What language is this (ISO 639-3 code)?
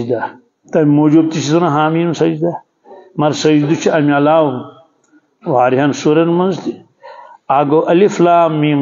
kas